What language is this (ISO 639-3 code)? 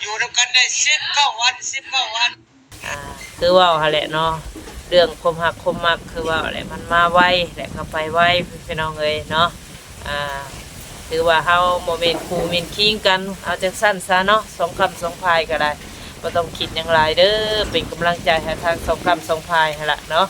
tts